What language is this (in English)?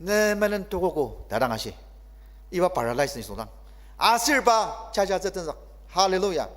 Ao Naga